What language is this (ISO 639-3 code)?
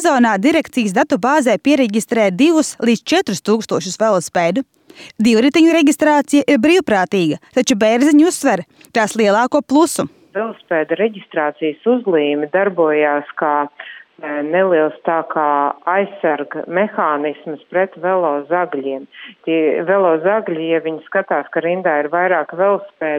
lav